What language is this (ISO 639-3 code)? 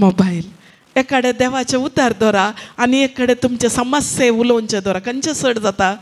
kok